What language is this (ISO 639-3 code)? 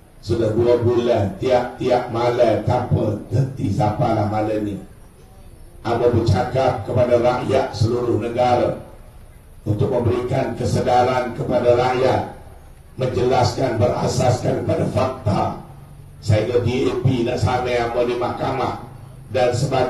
msa